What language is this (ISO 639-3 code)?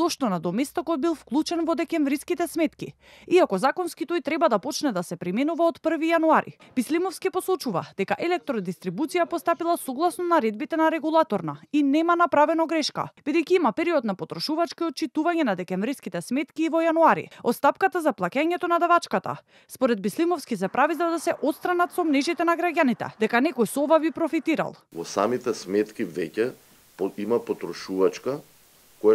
mkd